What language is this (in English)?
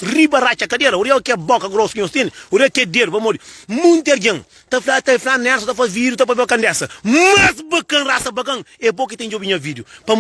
Kabuverdianu